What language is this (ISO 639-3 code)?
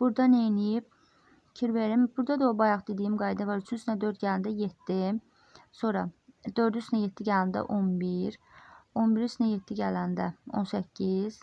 aze